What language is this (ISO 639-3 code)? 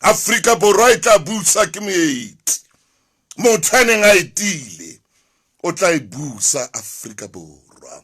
sot